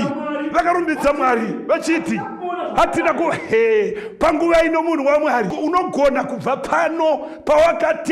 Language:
Shona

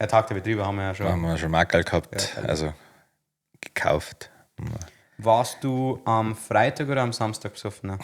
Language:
Bavarian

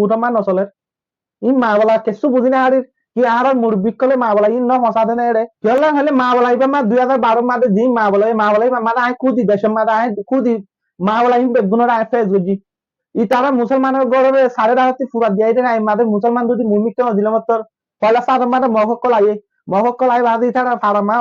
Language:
Rohingya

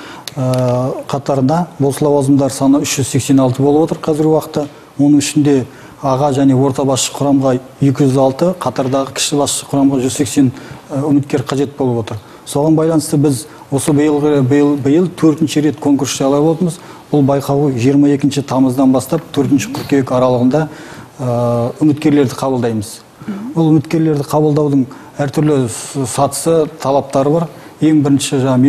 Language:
Kazakh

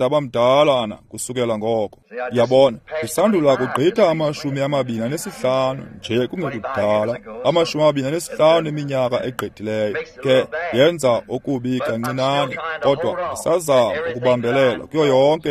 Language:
Xhosa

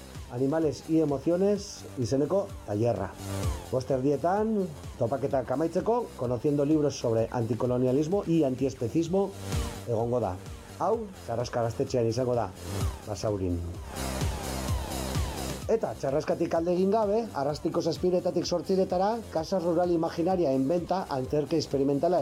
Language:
Basque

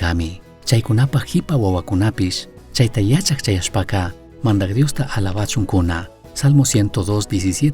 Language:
Chimborazo Highland Quichua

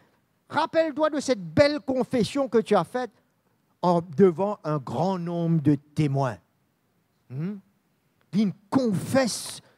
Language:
Morisyen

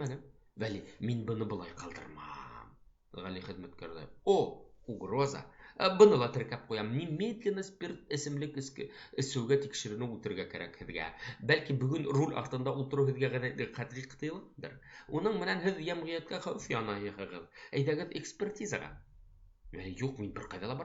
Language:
Bashkir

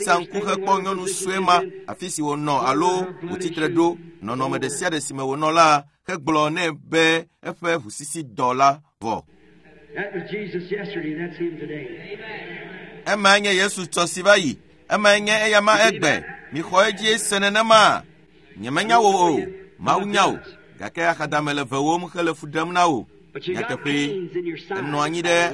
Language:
Ewe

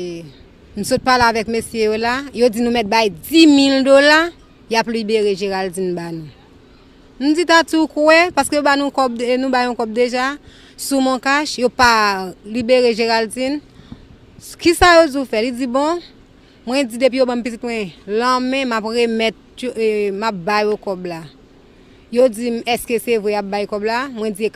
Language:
Haitian Creole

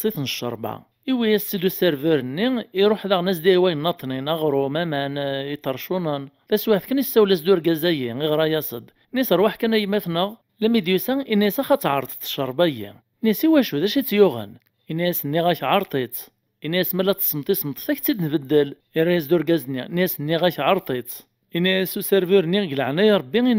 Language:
Kabyle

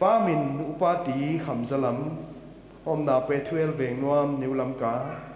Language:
Paite Chin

